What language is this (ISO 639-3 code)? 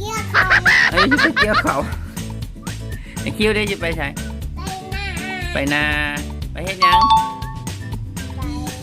lao